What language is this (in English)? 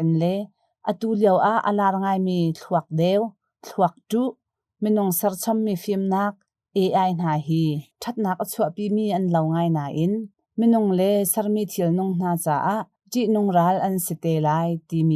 Hakha Chin